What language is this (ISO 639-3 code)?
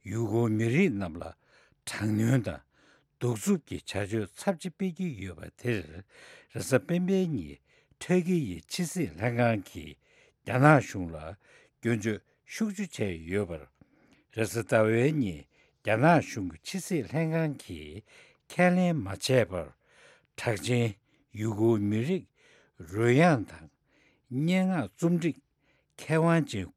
bod